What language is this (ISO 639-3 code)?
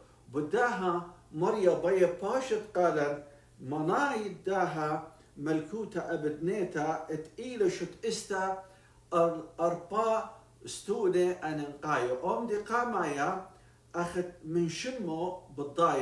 aii